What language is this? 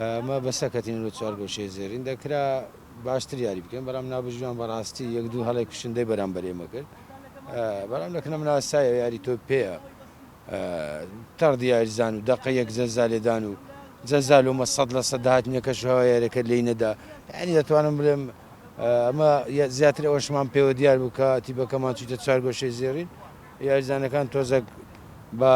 Central Kurdish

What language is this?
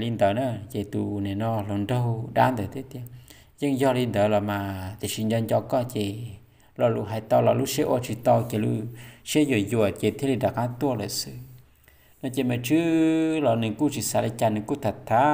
Hmong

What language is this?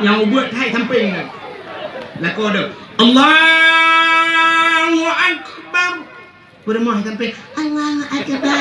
Achinese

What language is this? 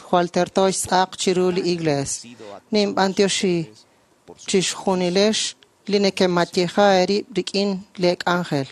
Kekchí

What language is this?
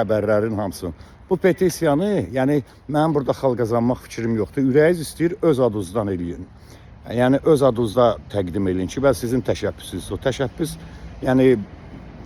Azerbaijani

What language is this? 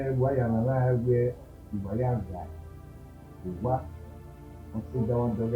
Bini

